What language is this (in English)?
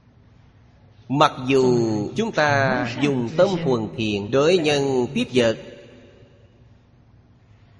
Vietnamese